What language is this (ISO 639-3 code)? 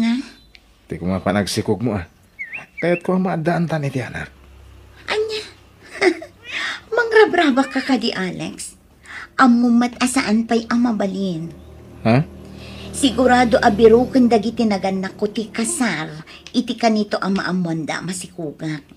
ilo